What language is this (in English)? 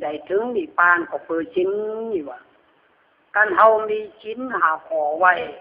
Lü